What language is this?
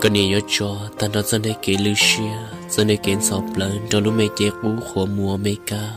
Hmong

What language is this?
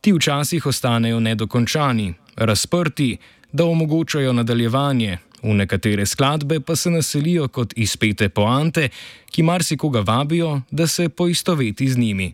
Slovenian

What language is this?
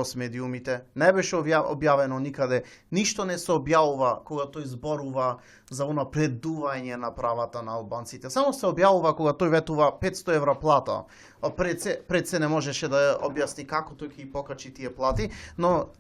Macedonian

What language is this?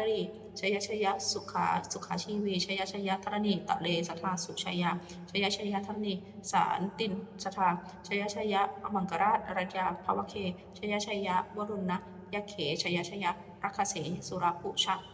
Pali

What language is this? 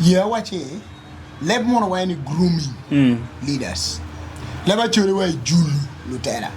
Acoli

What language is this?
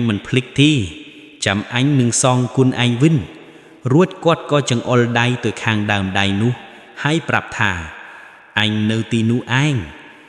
Khmer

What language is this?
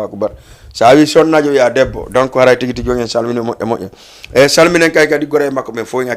Fula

